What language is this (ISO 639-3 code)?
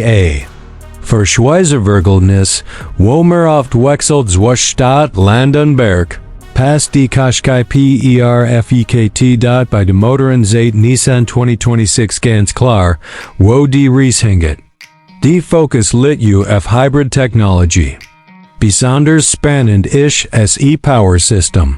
gsw